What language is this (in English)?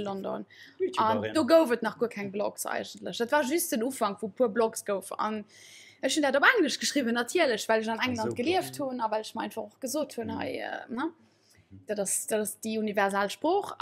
Luxembourgish